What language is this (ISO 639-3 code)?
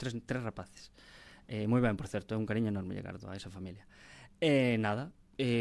glg